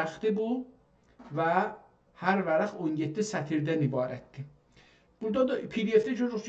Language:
South Azerbaijani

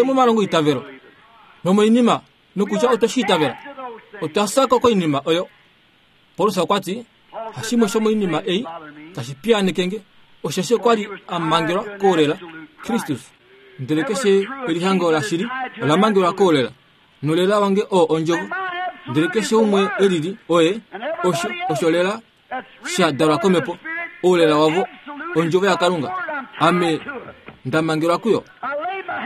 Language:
Kuanyama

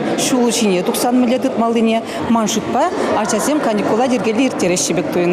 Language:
Chuvash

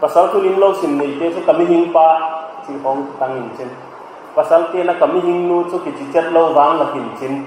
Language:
Paite Chin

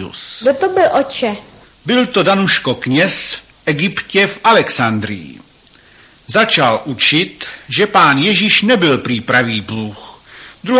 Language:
Czech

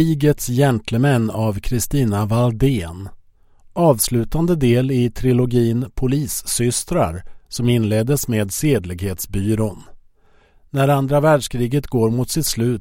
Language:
Swedish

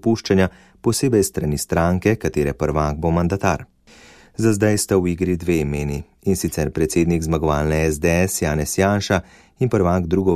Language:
Slovenian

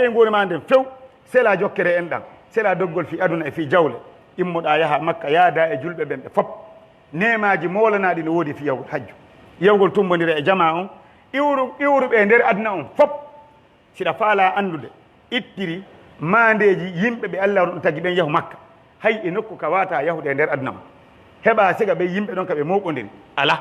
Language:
Pular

